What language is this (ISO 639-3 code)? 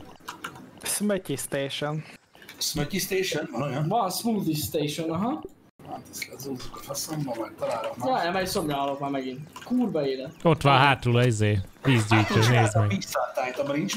hun